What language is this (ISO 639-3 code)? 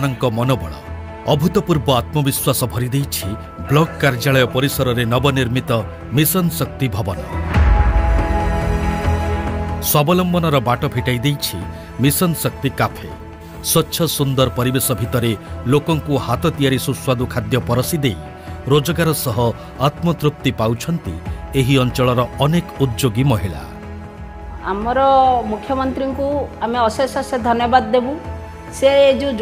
ori